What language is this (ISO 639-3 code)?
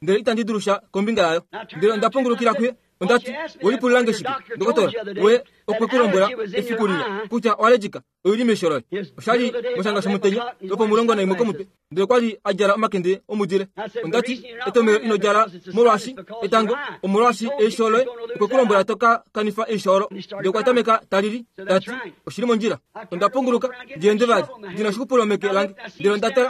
kua